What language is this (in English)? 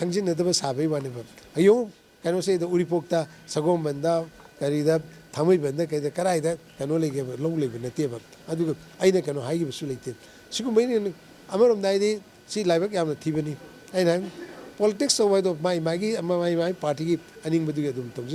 Manipuri